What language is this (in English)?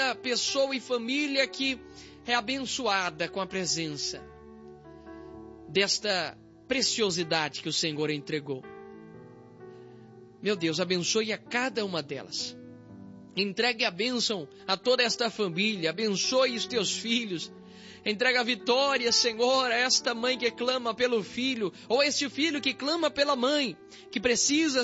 Portuguese